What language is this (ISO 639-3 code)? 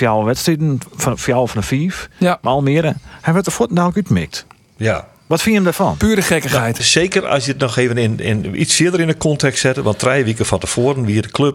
fry